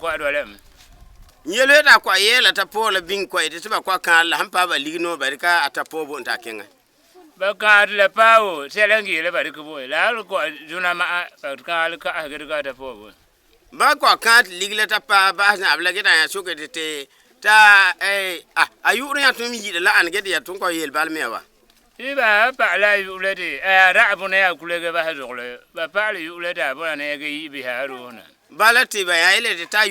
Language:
Frafra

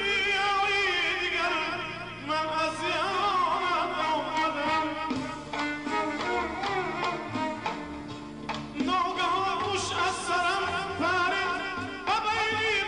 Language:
Persian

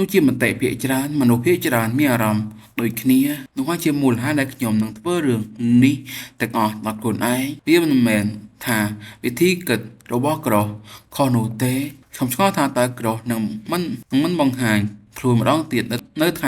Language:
Khmer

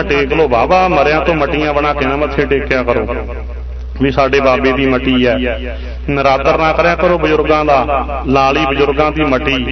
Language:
Punjabi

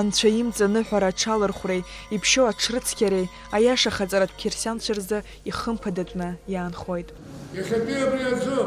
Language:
Abkhazian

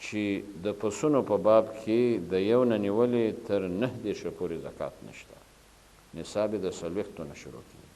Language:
Pashto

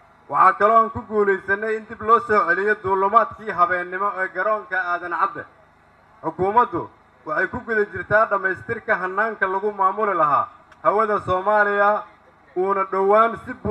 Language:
Somali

